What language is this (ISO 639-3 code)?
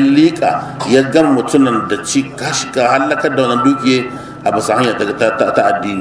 hau